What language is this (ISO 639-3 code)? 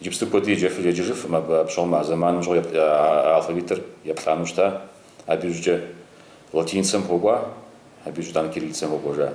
kbd